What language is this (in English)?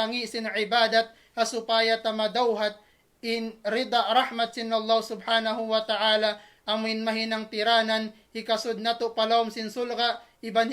Tausug